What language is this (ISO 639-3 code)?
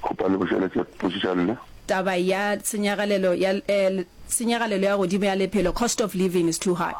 nso